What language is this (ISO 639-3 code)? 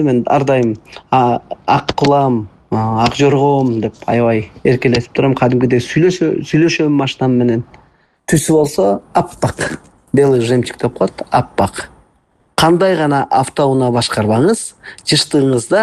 kir